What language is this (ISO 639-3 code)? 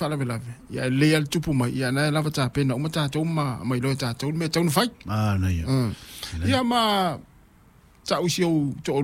smo